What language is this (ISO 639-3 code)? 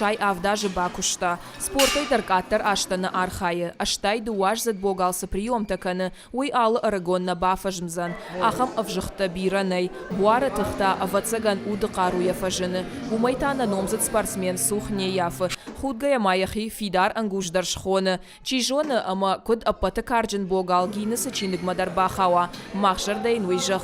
oss